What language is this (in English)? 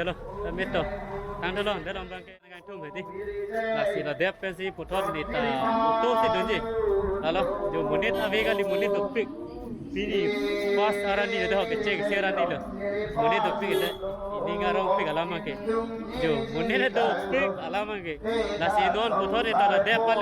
Karbi